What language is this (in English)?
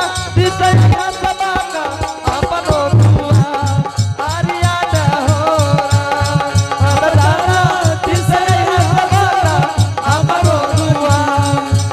Angika